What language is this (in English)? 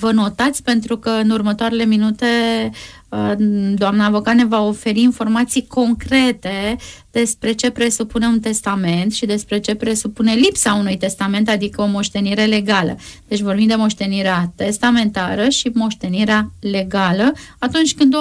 Romanian